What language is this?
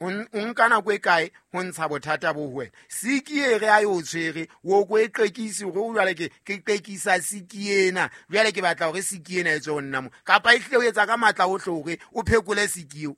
Southern Sotho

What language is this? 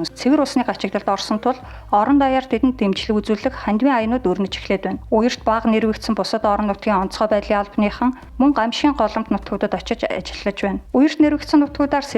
Mongolian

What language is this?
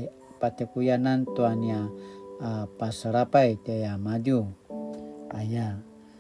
Paiwan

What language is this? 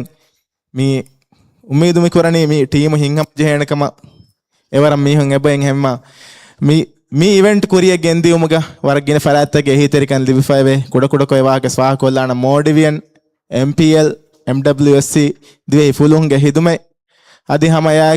Divehi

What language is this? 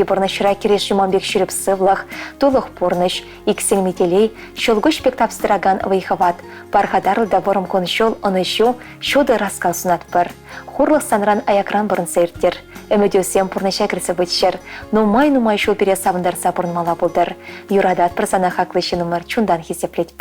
Chuvash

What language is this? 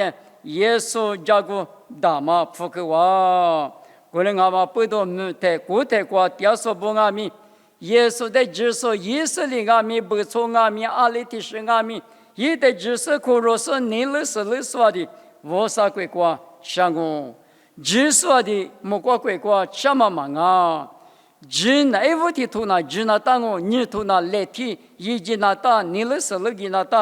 Lisu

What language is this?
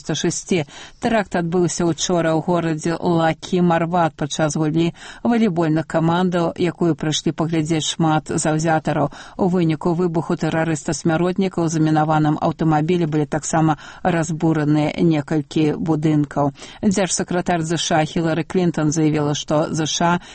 Belarusian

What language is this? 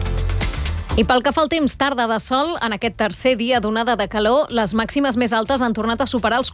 Catalan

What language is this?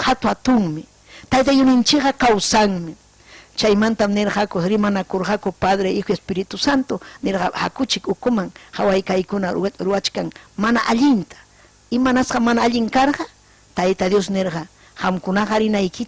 Ayacucho Quechua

